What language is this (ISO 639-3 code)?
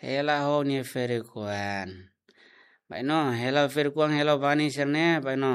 tet